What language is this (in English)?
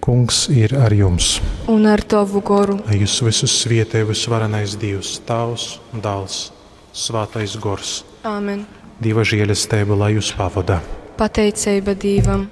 Latgalian